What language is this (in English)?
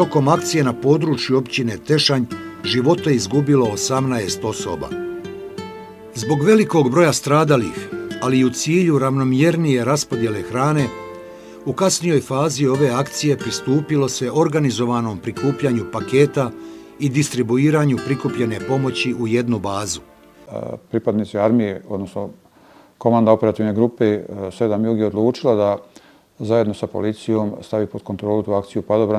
Bosnian